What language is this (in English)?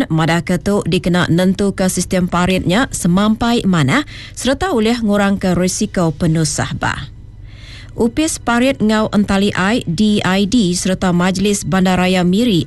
Iban